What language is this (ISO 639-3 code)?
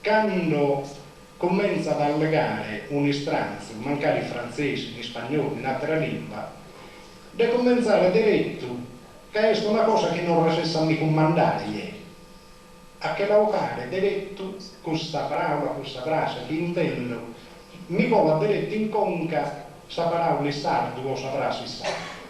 srd